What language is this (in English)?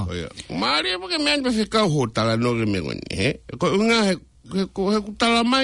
Tongan